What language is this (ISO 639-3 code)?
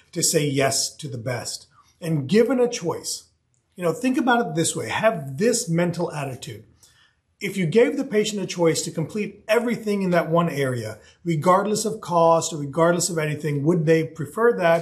eng